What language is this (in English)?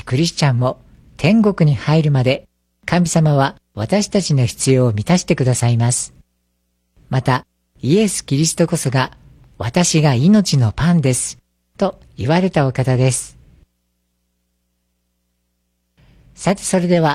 Japanese